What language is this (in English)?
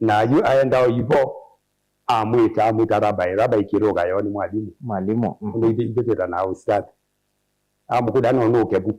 Kamba